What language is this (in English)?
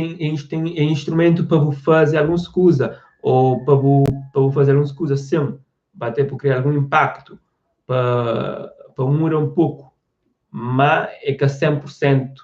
Kabuverdianu